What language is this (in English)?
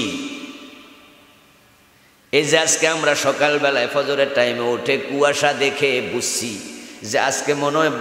Bangla